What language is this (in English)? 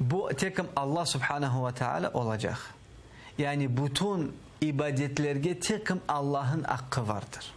Crimean Tatar